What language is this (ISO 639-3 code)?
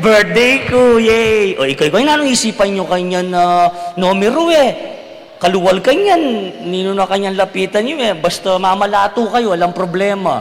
pam